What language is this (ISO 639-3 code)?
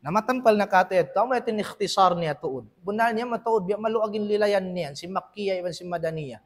tsg